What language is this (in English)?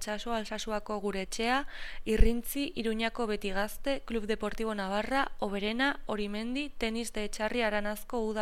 Basque